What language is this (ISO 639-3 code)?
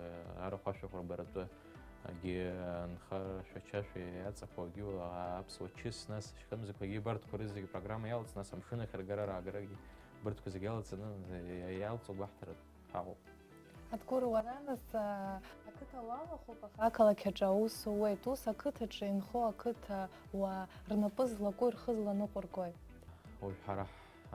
abk